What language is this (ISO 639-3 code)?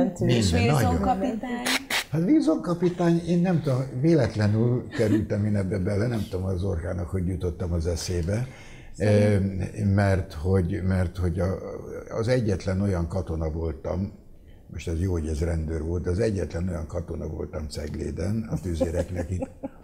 hun